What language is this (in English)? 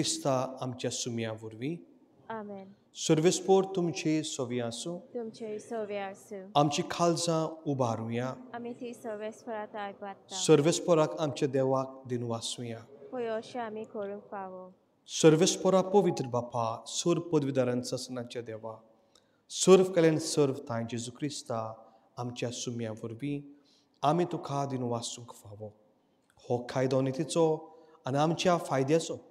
Konkani